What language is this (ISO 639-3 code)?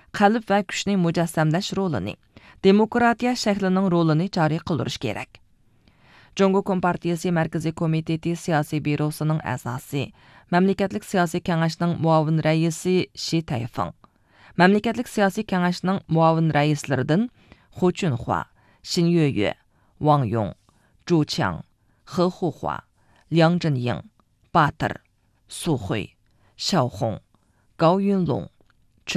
uig